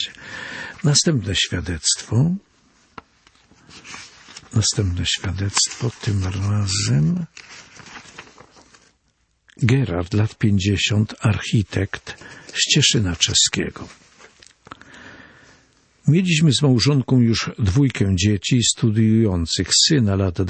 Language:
Polish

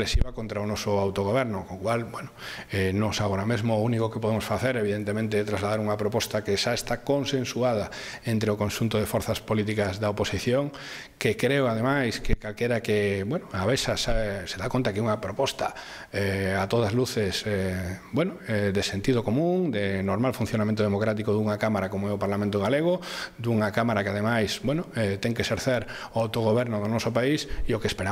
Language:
Galician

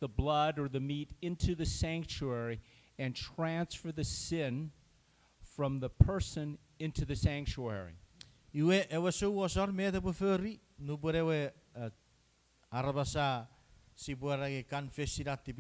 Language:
Chuukese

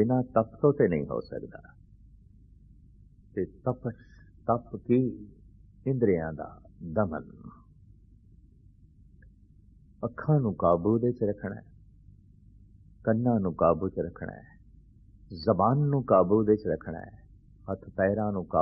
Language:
Punjabi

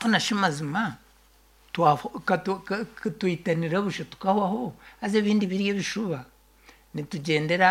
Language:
Nyankole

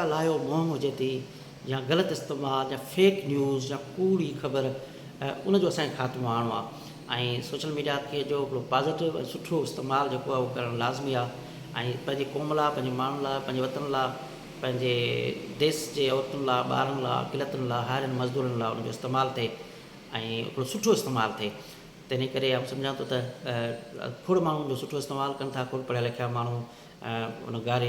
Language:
Sindhi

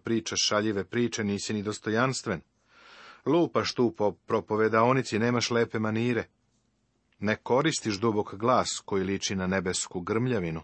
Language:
Serbian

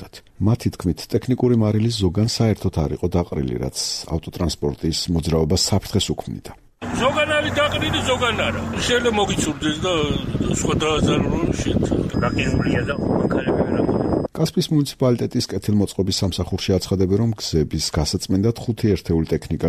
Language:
Georgian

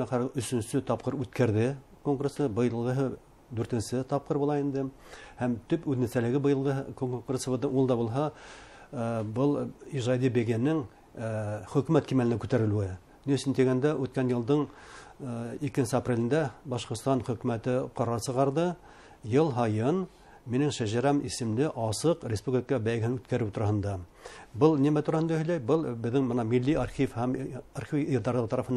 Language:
Bashkir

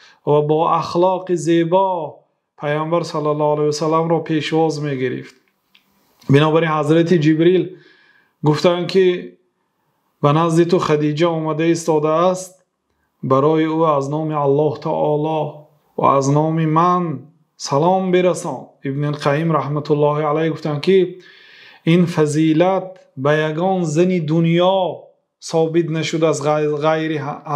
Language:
Persian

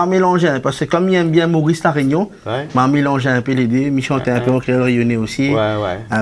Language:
Réunion Creole French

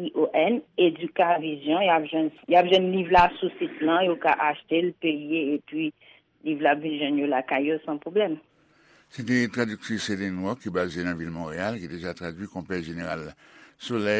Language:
Haitian Creole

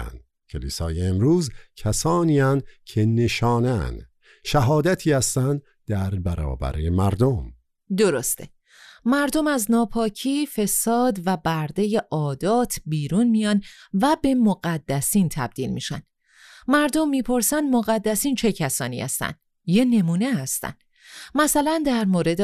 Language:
Persian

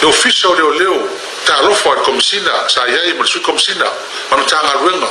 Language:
Samoan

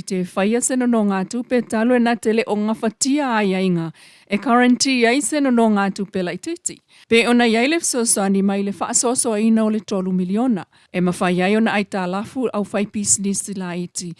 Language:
Samoan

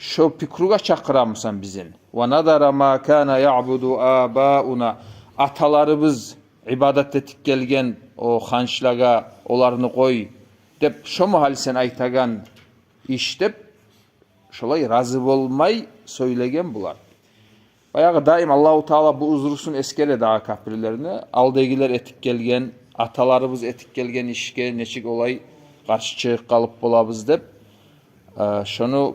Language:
Kumyk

